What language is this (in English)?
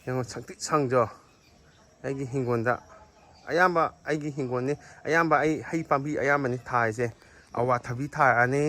Manipuri